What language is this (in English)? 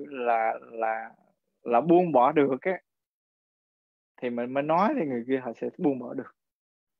Vietnamese